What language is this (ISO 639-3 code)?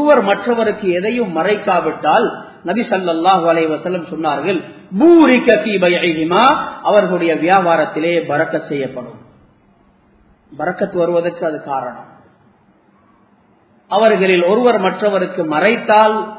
tam